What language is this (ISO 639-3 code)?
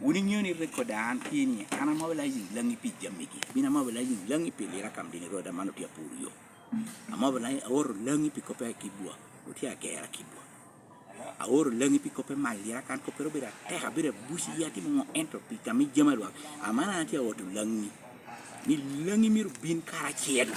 laj